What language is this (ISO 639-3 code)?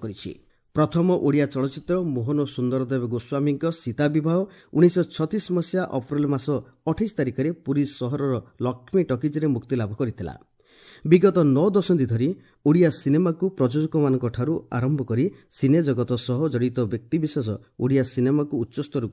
ori